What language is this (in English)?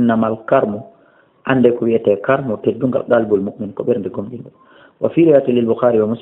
Fula